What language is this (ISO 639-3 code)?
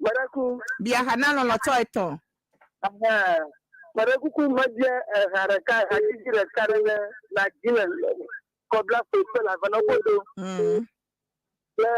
ewe